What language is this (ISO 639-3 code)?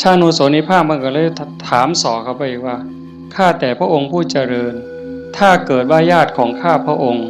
tts